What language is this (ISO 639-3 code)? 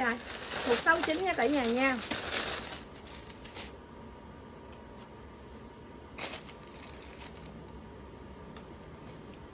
vie